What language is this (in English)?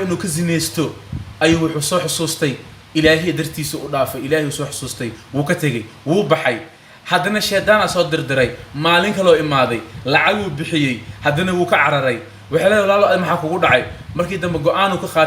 Somali